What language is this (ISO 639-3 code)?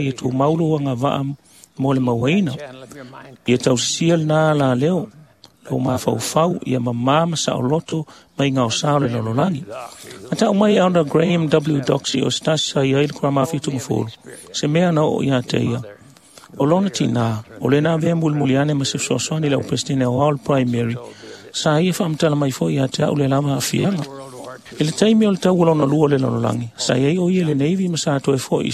smo